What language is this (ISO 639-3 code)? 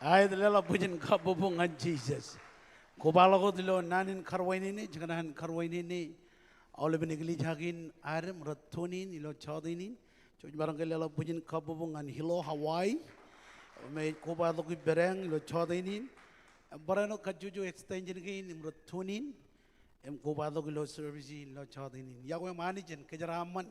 mah